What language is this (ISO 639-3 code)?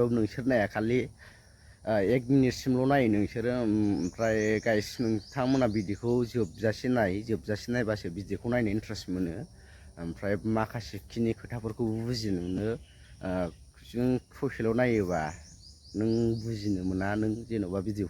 brx